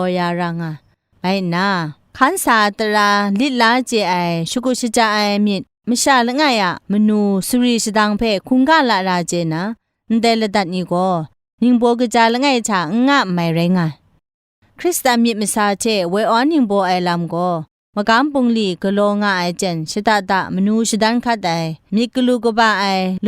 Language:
Kachin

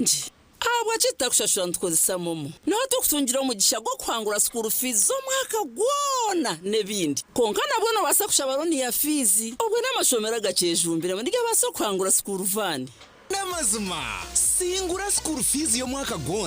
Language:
Nyankole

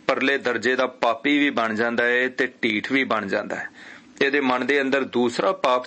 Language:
Punjabi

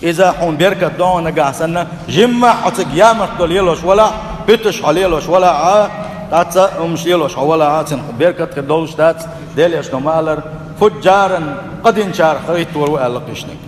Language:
Chechen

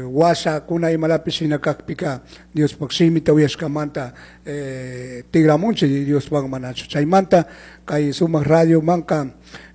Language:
Chimborazo Highland Quichua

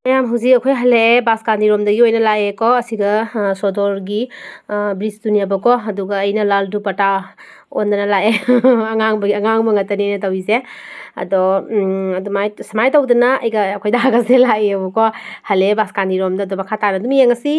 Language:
Manipuri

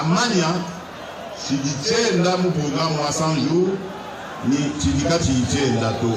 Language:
Luba-Lulua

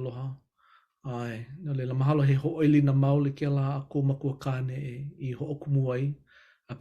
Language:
Hawaiian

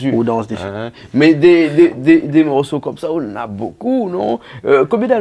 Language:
Réunion Creole French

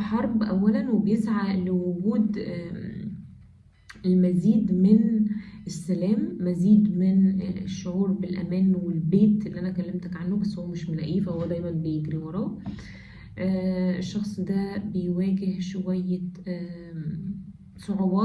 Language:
Egyptian Arabic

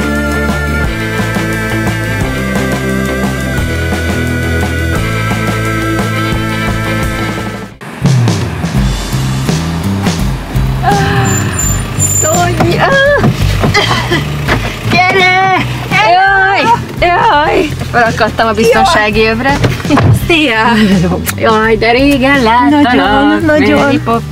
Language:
Hungarian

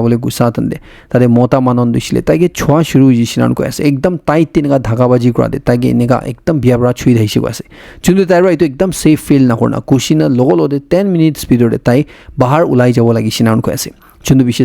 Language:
Naga Pidgin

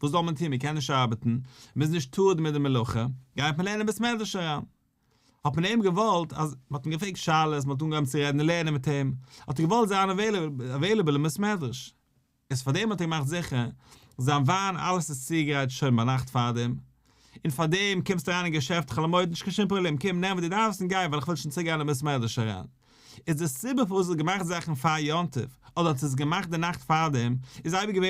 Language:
Yiddish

